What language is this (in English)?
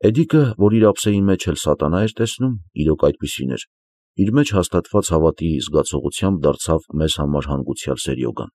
Armenian